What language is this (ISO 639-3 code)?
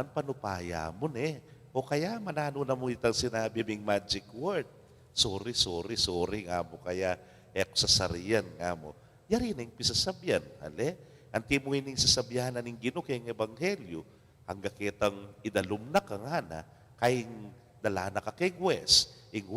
pam